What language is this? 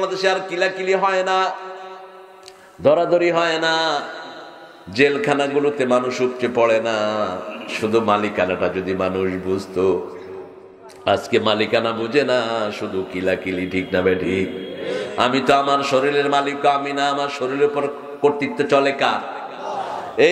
Bangla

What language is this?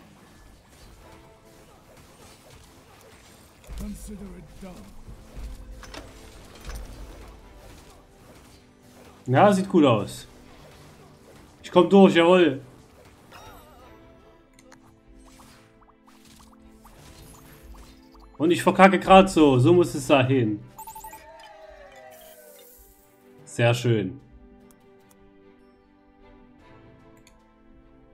German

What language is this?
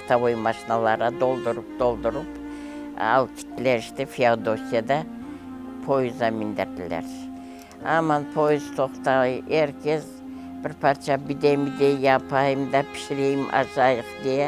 Crimean Tatar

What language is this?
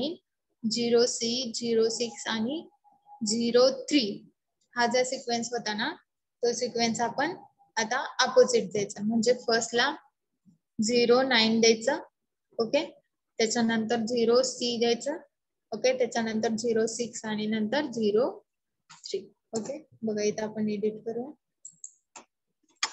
Marathi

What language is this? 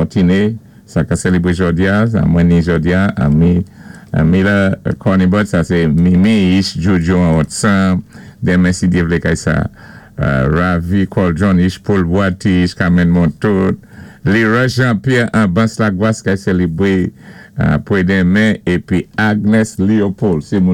Saint Lucian Creole French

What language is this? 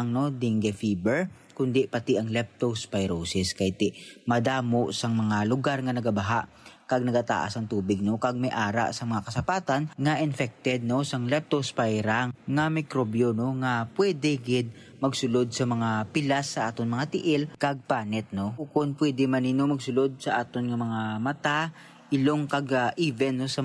Hiligaynon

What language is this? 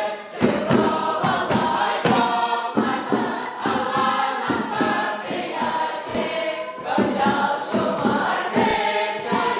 Chuvash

